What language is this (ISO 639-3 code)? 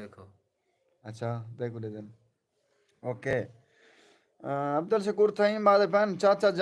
skr